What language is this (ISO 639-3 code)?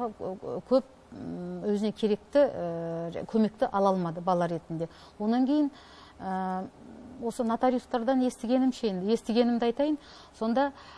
kaz